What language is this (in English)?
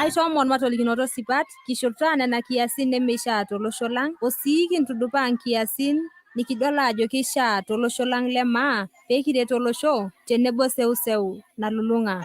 Masai